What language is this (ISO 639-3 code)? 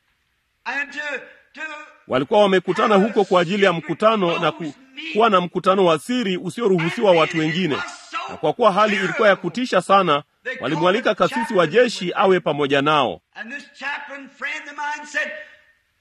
swa